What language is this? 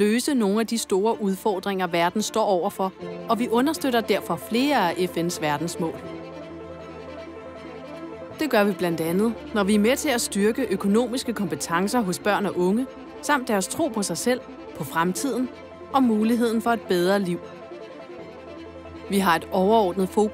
Danish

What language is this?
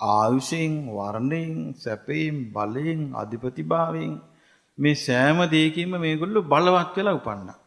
Sinhala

